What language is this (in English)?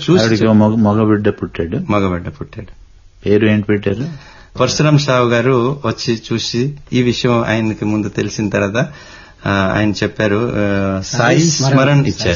Telugu